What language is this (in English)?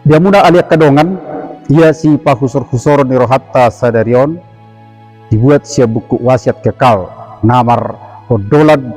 Batak Toba